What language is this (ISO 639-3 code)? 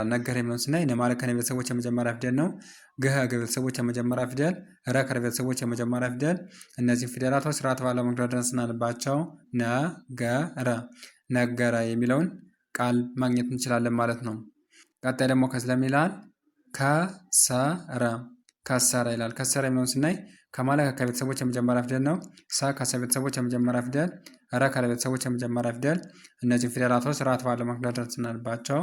amh